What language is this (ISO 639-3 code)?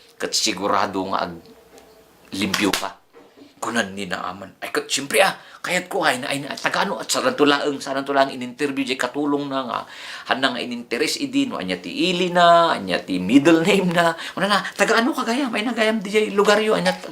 ilo